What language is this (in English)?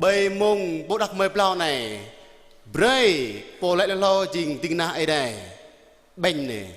Jarai